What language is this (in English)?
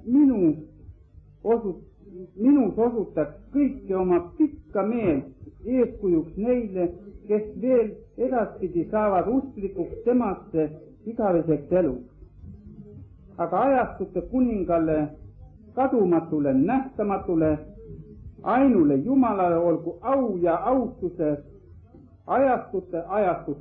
Estonian